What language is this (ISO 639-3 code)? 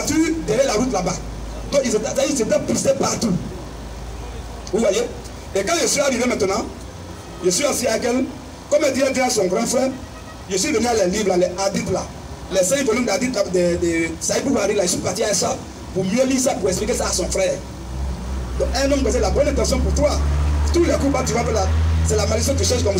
fra